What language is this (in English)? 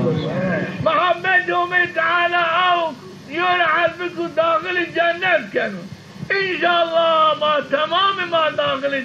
Zaza